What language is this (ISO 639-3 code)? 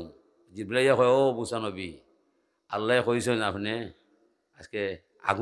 syl